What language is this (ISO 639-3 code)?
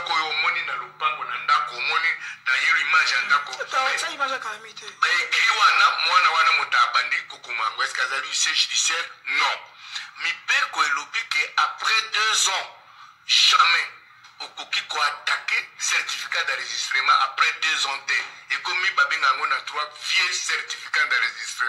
lin